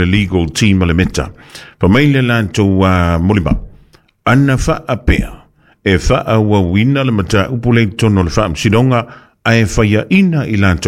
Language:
Samoan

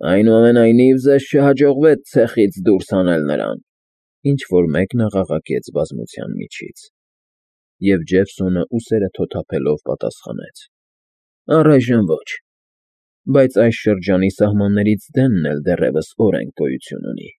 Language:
Armenian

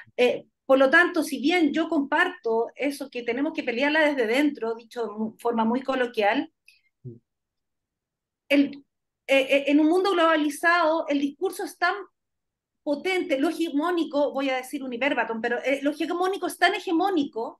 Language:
Spanish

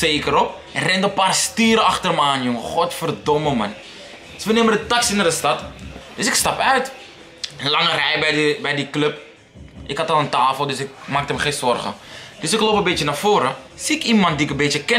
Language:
Dutch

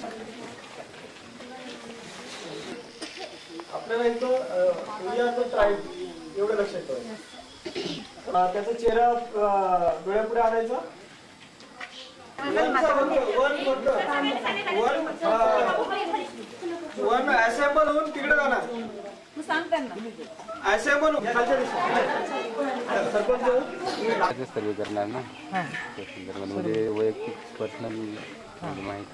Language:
Marathi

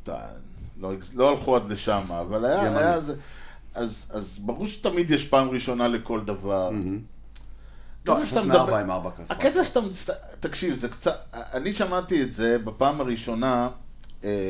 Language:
Hebrew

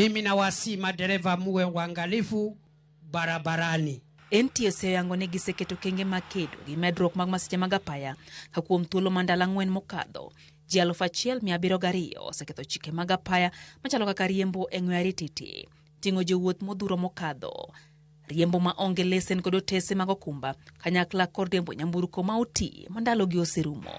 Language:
Luo (Kenya and Tanzania)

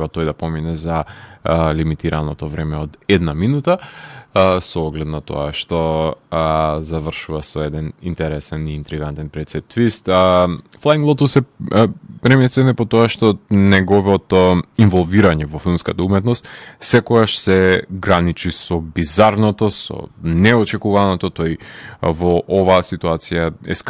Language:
Macedonian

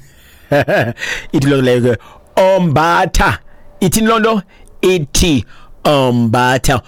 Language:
Xhosa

